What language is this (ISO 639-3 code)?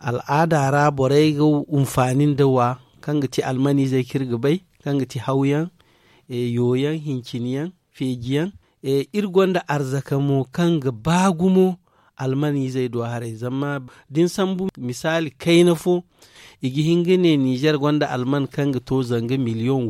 dje